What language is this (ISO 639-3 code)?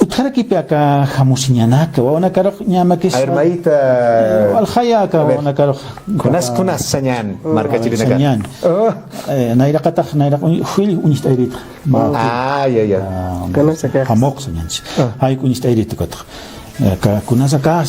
aym